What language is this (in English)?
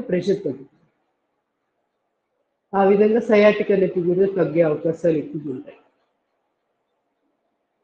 Telugu